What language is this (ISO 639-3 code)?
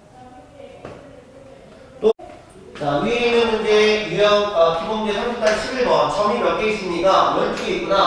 kor